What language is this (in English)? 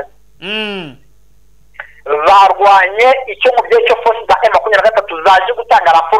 Kinyarwanda